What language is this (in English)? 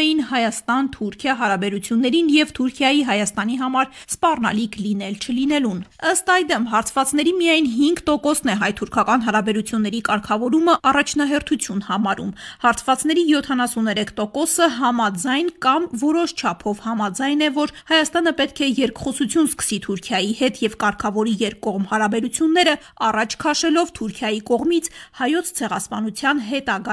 Armenian